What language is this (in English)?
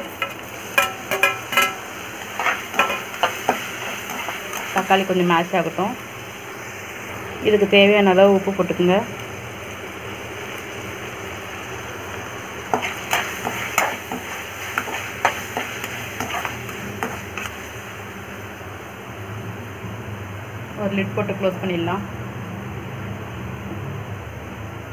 Tamil